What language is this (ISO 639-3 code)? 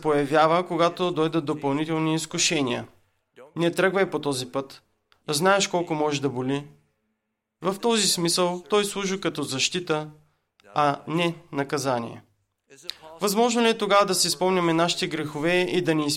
bul